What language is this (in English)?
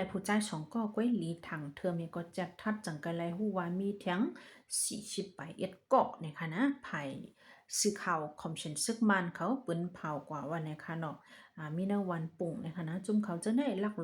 Shan